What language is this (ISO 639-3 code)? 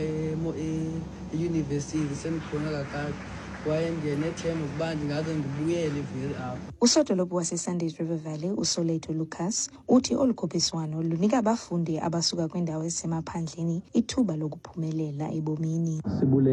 xho